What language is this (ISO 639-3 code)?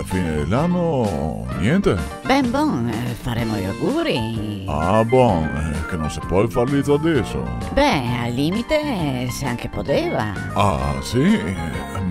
vec